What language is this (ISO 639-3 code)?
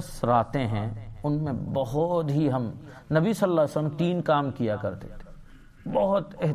urd